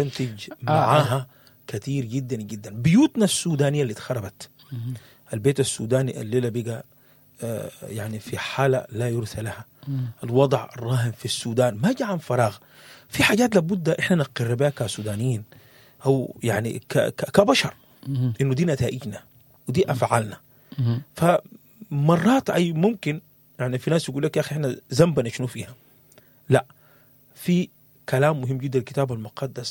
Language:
Sudanese Arabic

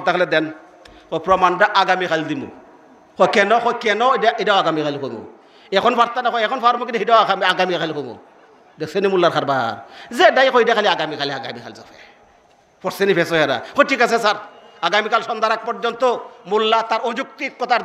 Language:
Sylheti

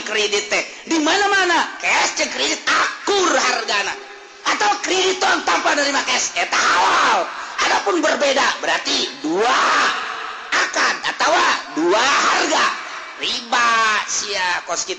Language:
Sundanese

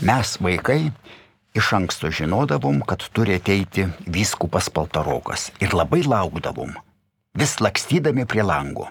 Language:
Lithuanian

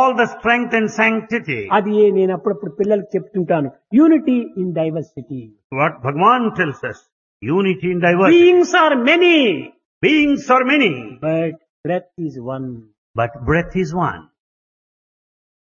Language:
Telugu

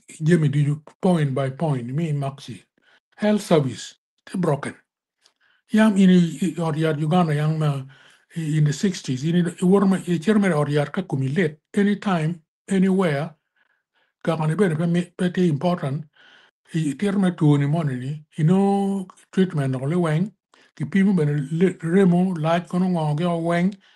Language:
Acoli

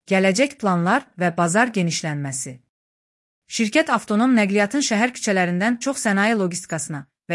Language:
Azerbaijani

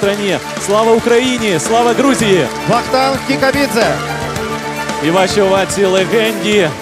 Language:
Ukrainian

